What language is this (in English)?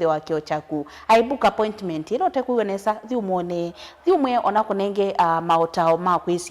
Kamba